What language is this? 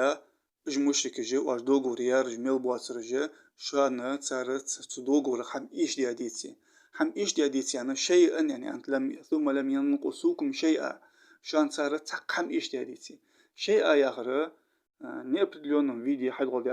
Ingush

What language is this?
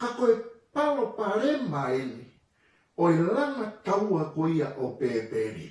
Tongan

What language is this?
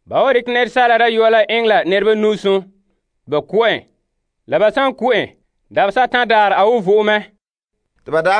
Frafra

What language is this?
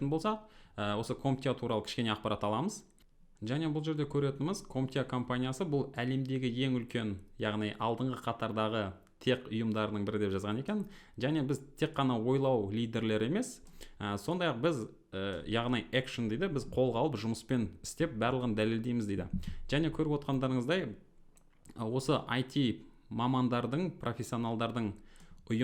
Kazakh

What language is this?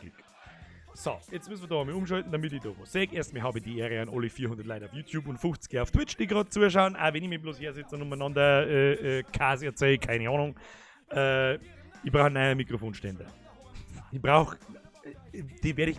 Bavarian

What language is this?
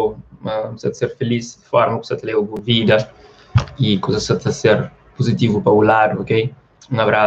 Kabuverdianu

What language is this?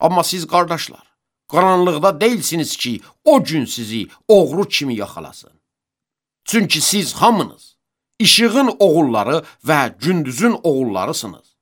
Azerbaijani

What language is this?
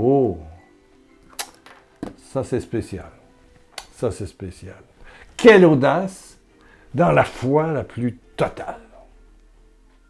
French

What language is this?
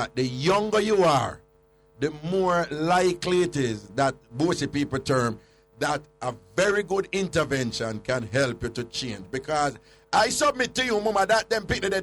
Jamaican Creole English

